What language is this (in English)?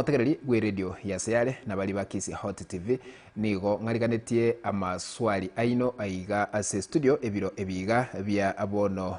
Gusii